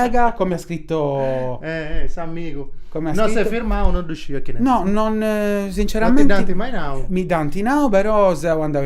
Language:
Sardinian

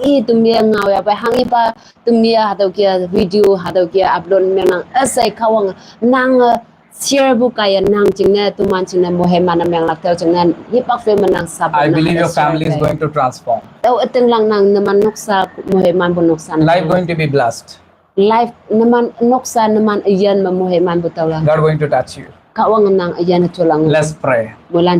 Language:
Konyak Naga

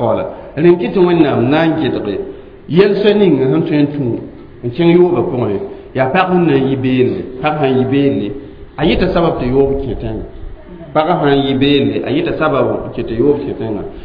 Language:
Mossi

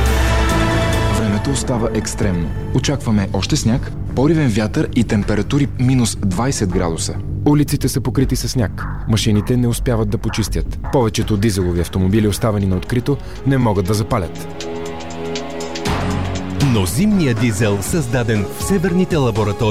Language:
Bulgarian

